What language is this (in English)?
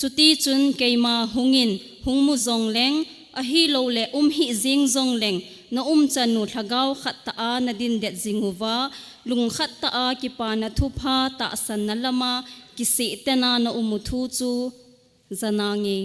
Thado Chin